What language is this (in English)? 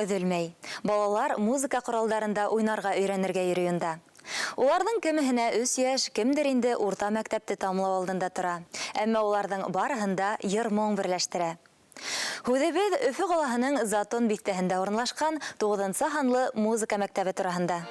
Bashkir